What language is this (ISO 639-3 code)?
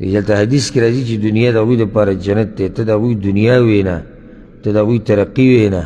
pus